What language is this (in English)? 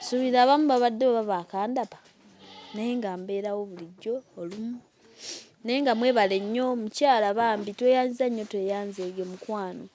Ganda